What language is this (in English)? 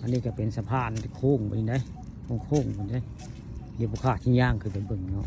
Northeastern Thai